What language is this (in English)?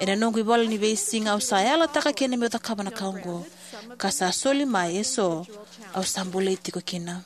Fijian